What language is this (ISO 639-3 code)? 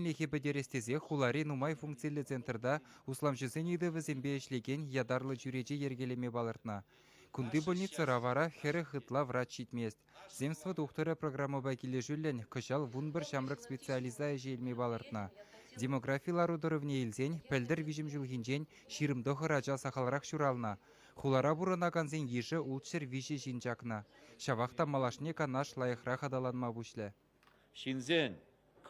chv